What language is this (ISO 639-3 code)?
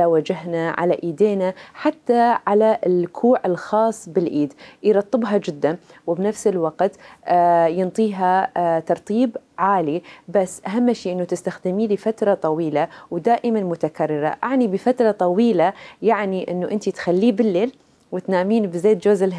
acm